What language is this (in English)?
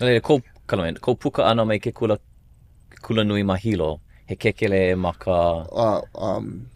Hawaiian